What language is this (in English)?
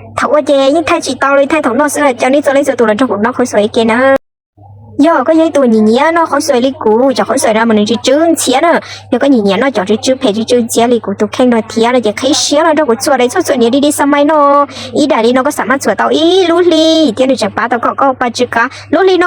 Hmong